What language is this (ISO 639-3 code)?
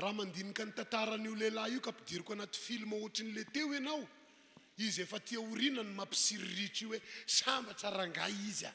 mlg